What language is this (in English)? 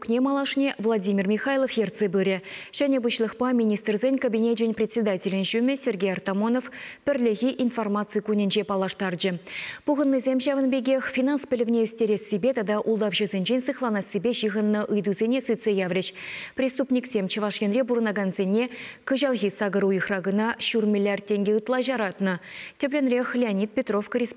Chuvash